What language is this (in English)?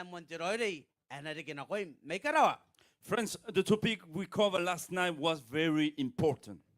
Gilbertese